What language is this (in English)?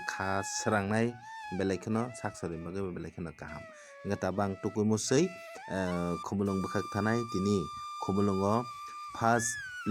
Kok Borok